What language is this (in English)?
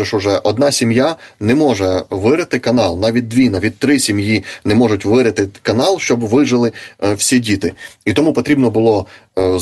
Ukrainian